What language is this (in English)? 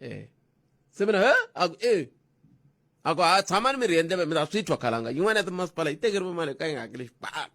Tsonga